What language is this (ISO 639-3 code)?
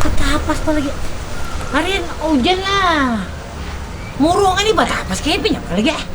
bjn